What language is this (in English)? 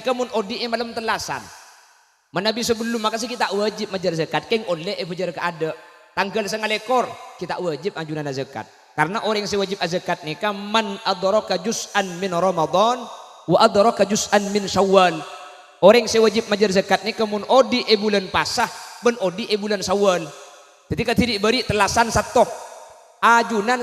Madurese